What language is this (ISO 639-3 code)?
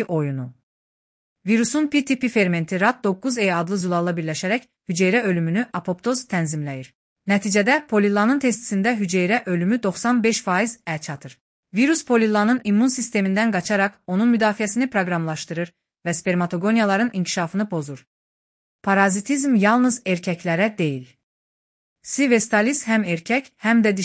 aze